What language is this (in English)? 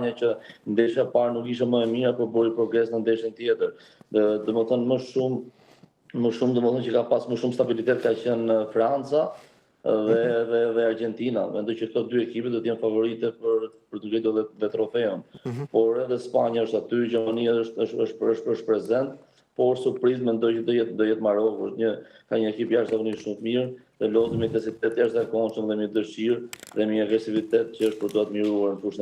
Albanian